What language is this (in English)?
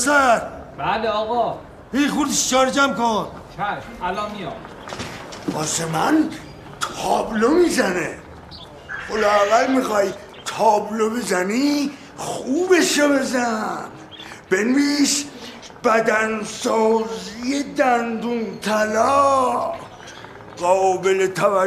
Persian